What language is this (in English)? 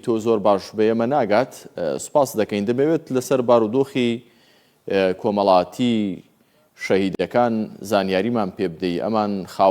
Central Kurdish